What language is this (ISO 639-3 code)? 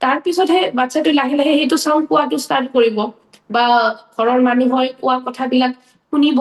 asm